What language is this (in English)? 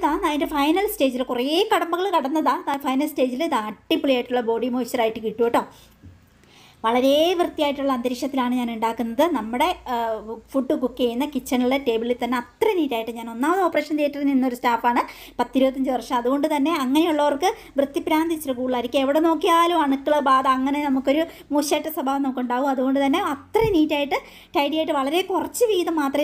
Malayalam